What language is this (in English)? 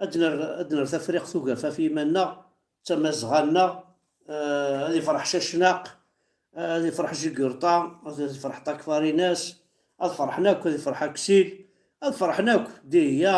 Kabyle